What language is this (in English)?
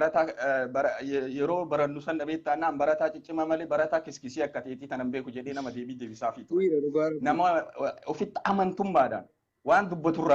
Oromo